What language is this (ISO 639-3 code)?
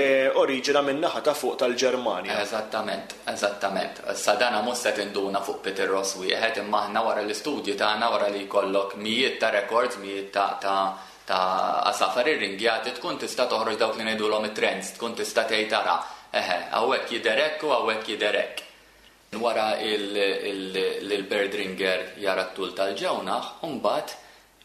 mlt